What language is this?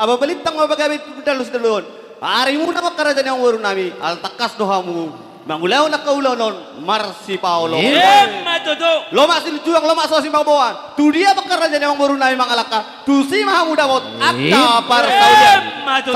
Batak Toba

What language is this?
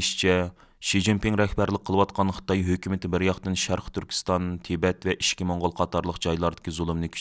Uyghur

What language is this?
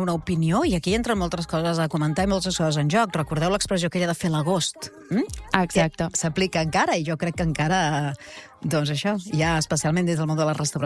Catalan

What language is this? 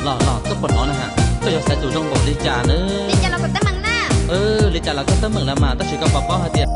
Hmong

